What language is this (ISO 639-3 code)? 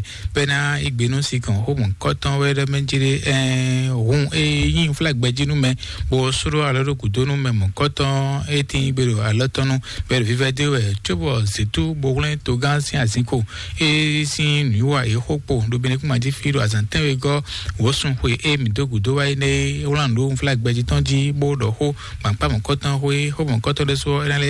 fon